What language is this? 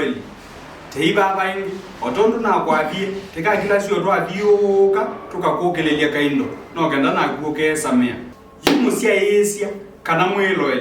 Kamba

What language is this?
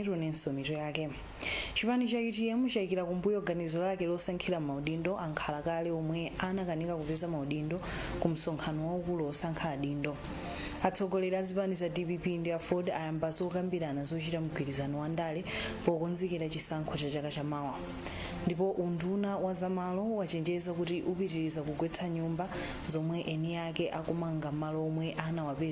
Nyanja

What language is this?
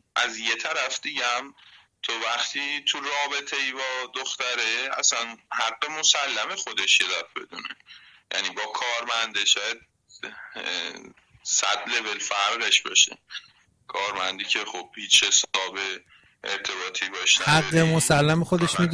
Persian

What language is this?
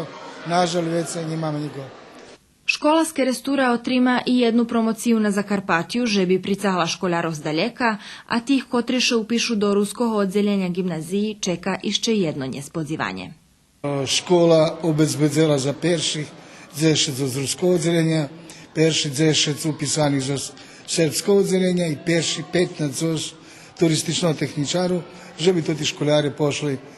Rusyn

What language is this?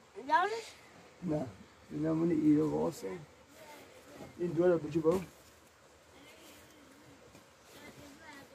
Persian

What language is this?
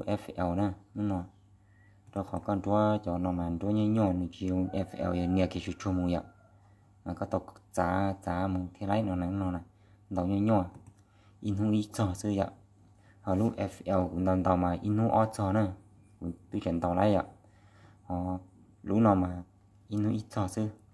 Hmong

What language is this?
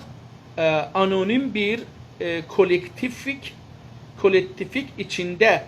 South Azerbaijani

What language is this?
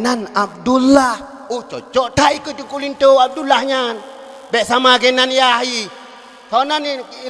Achinese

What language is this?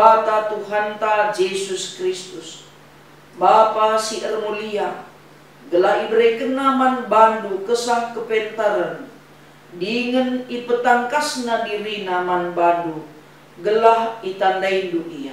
Batak Karo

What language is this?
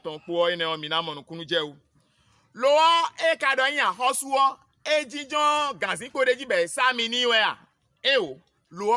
Fon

